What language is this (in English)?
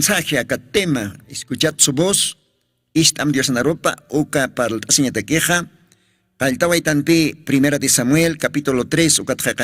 Aymara